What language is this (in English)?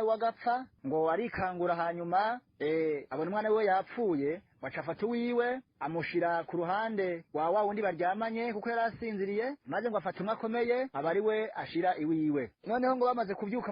Rundi